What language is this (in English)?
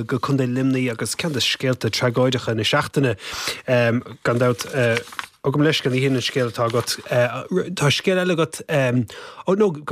Irish